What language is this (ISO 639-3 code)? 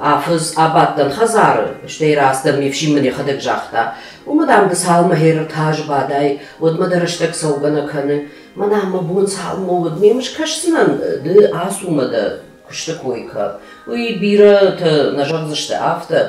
oss